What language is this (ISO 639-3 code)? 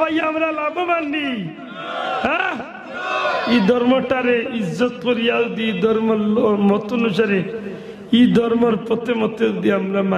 syl